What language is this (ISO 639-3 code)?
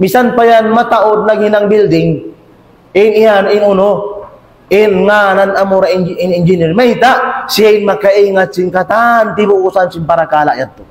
tsg